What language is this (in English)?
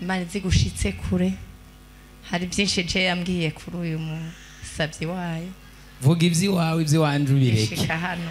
Rundi